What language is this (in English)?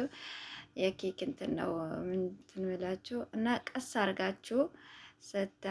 Amharic